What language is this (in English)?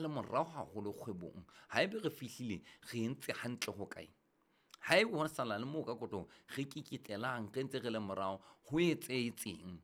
Southern Sotho